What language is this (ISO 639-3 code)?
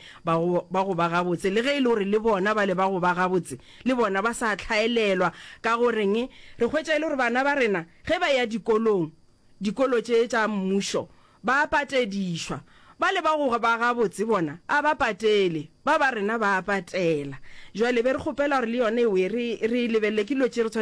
nso